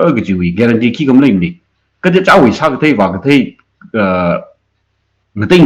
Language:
Tangkhul Naga (India)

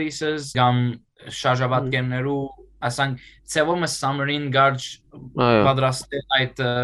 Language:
Western Armenian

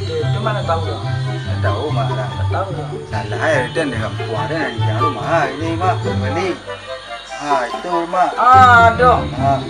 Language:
Minangkabau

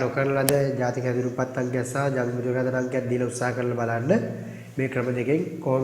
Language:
Sinhala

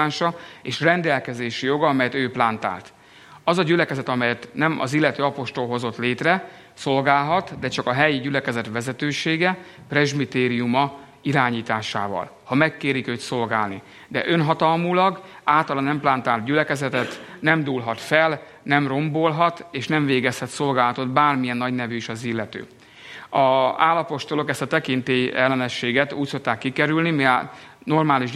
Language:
Hungarian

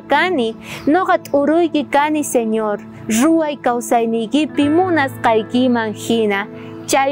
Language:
South Bolivian Quechua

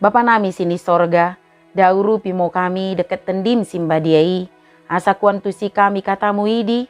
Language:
Batak Dairi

